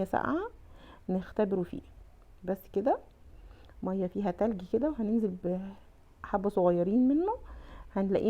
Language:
Egyptian Arabic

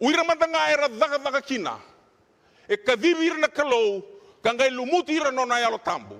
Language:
Fijian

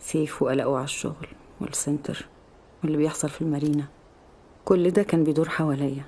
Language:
Egyptian Arabic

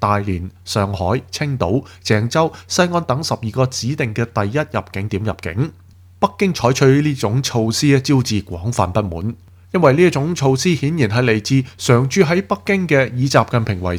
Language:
Cantonese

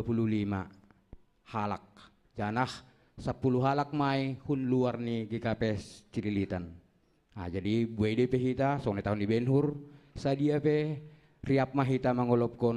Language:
Batak Simalungun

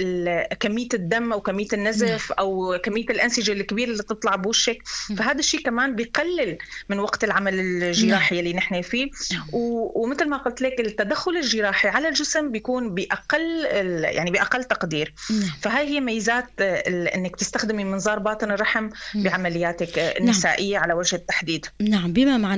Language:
North Levantine Arabic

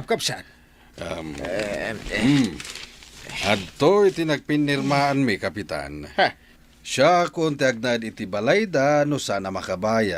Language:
Iloko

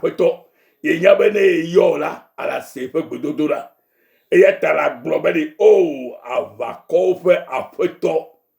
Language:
Ewe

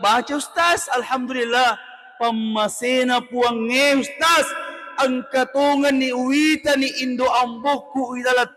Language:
Buginese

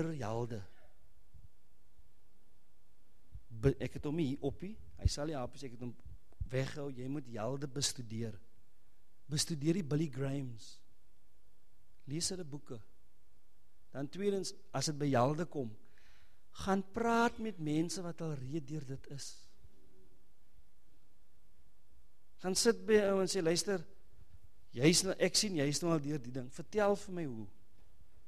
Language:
Afrikaans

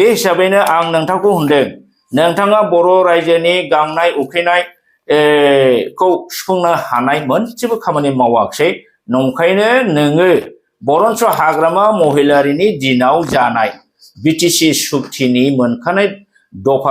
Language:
Bodo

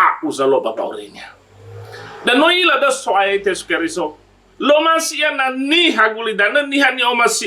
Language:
Nias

